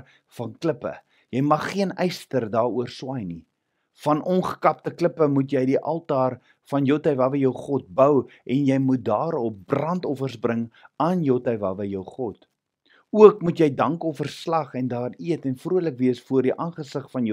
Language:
Afrikaans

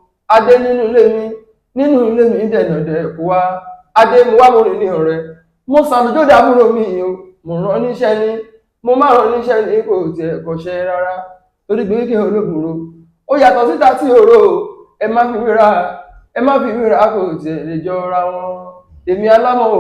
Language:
Yoruba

